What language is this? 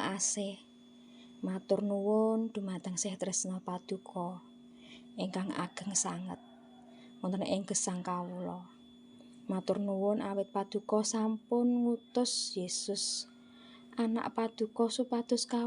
Javanese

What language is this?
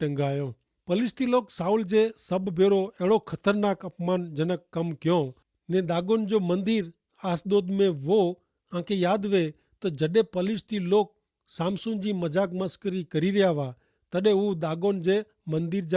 Kachhi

